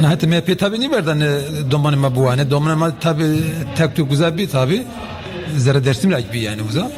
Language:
Zaza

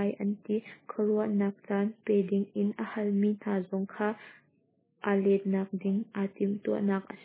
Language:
Hakha Chin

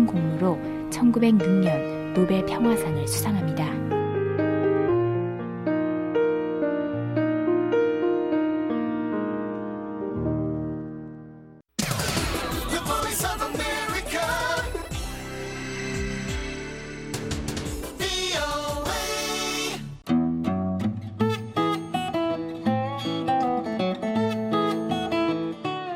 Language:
Korean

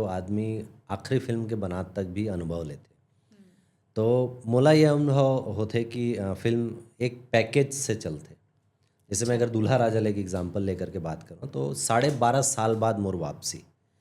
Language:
Chhattisgarhi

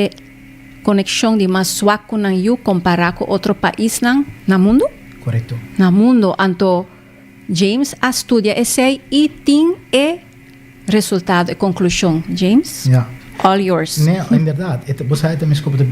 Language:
Papiamento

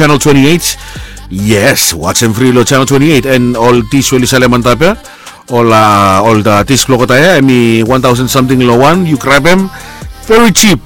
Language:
Bislama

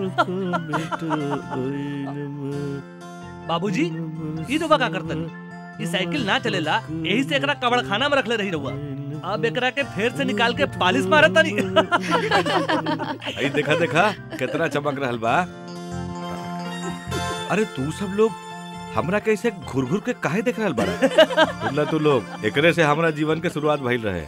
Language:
Bhojpuri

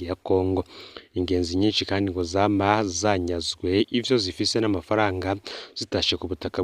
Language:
Rundi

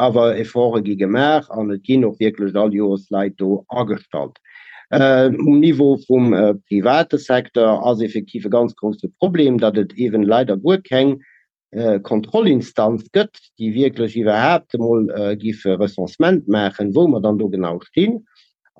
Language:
Luxembourgish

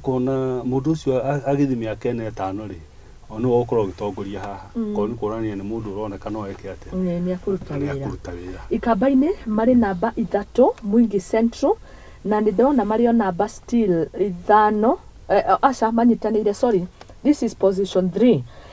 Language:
Kikuyu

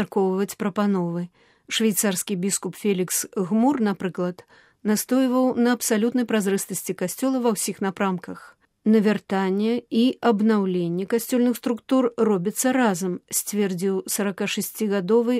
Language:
Belarusian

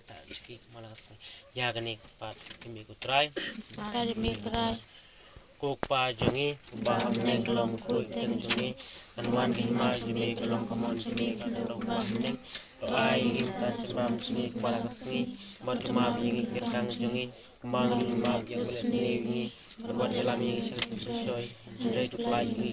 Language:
Khasi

